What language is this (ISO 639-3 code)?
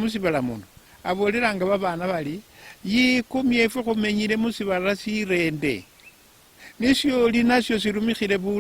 luy